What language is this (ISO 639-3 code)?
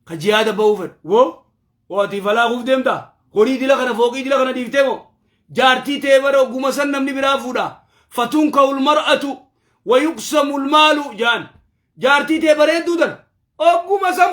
orm